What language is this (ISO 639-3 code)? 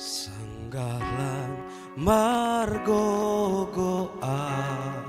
bts